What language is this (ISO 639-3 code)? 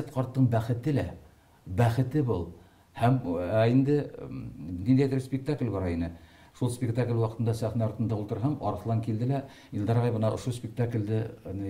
bak